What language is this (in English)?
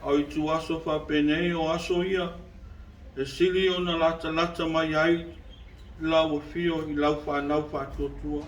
Samoan